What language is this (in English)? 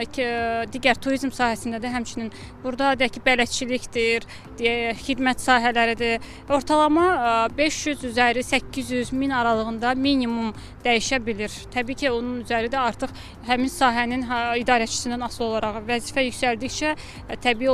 Azerbaijani